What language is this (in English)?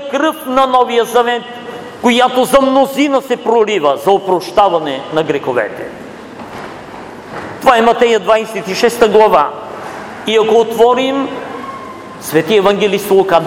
Bulgarian